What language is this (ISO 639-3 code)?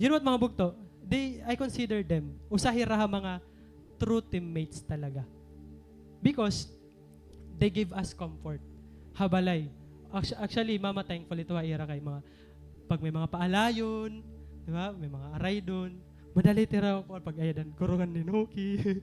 war